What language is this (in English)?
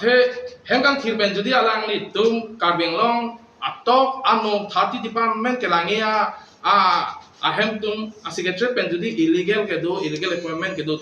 Karbi